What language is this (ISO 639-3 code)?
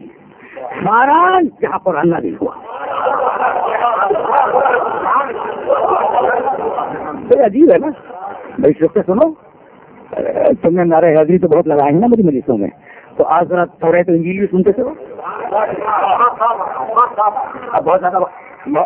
urd